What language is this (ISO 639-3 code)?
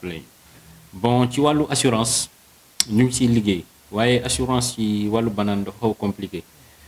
wol